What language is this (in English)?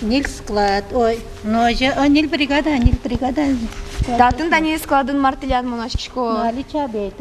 Udmurt